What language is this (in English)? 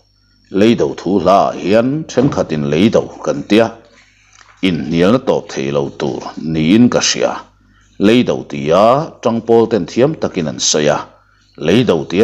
Mizo